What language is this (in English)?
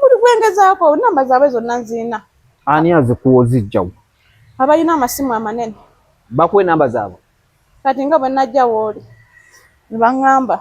Ganda